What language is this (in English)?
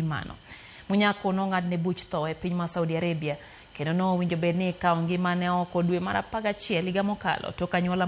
Luo (Kenya and Tanzania)